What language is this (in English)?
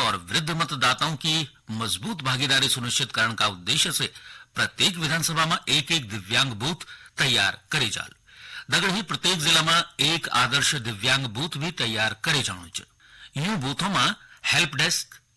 Garhwali